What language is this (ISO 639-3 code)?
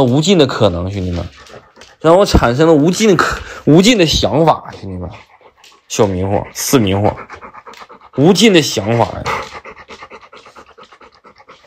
zho